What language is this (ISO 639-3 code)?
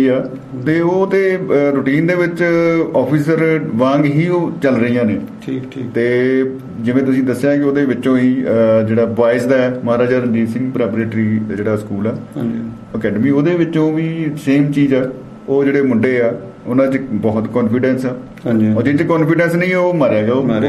pan